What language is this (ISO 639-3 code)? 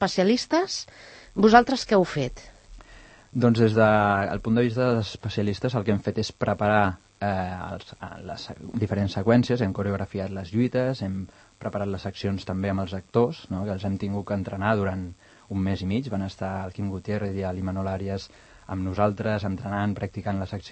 cat